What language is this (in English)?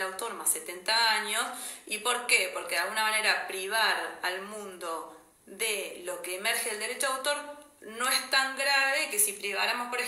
Spanish